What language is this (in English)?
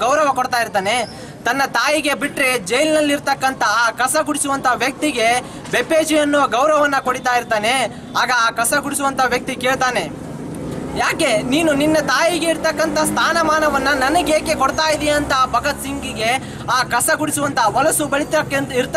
Kannada